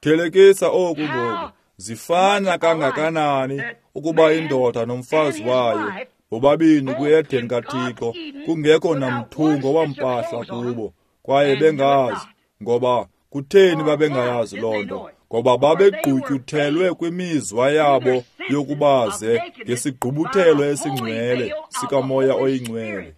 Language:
Xhosa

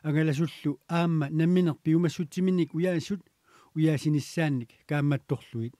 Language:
Kalaallisut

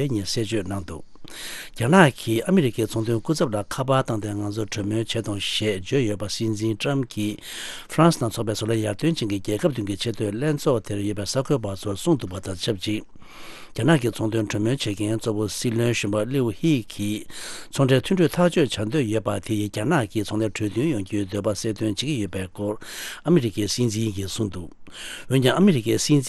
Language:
Tibetan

